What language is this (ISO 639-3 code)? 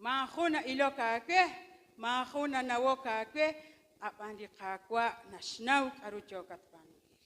kek